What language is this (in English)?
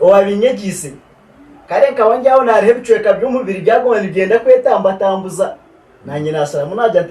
Nyankole